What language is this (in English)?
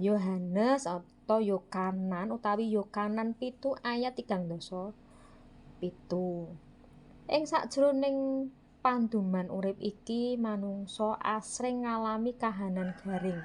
Javanese